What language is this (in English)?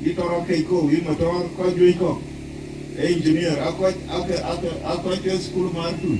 Dinka